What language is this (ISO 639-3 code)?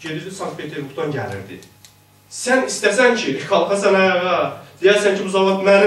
azb